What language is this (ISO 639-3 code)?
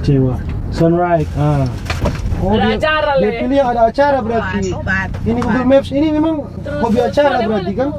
xmm